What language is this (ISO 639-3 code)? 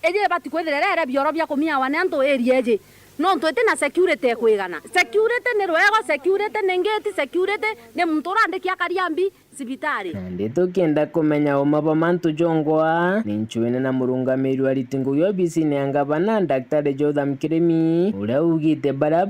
mer